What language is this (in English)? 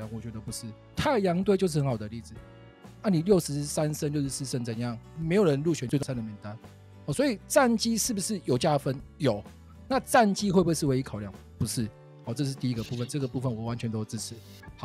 Chinese